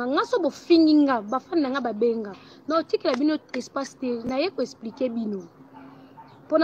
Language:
Lingala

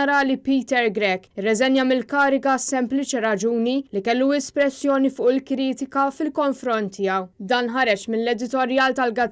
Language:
Maltese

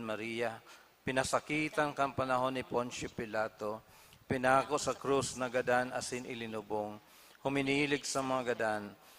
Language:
Bikol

